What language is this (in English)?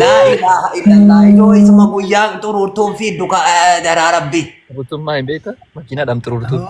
Oromo